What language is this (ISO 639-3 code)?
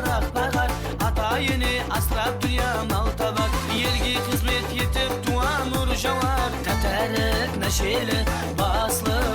kaa